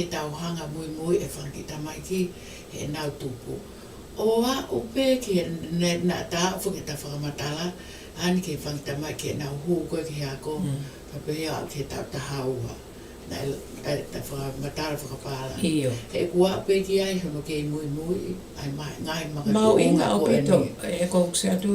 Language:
Tongan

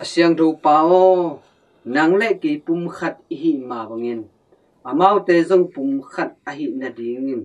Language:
Tedim Chin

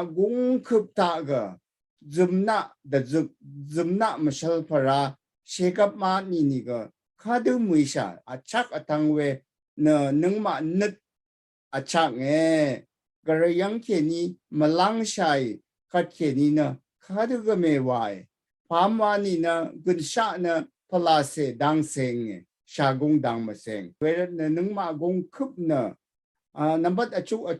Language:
Rawang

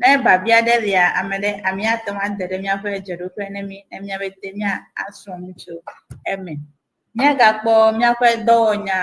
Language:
Ewe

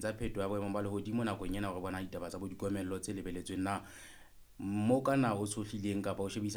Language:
Southern Sotho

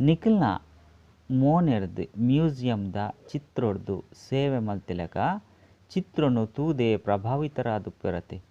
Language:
Tulu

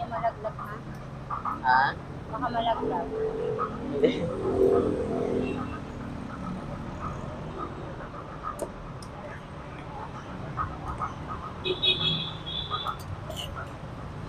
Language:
Filipino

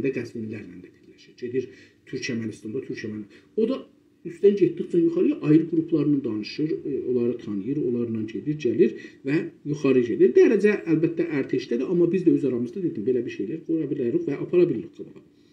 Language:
South Azerbaijani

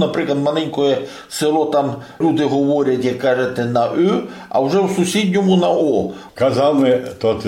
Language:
Rusyn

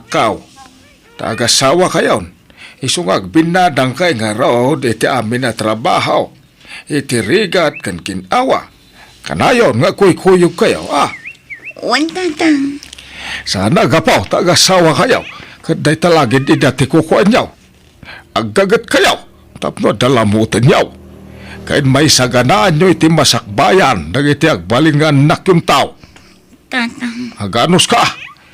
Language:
Iloko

